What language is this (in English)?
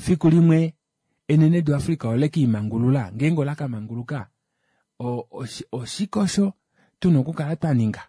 Kuanyama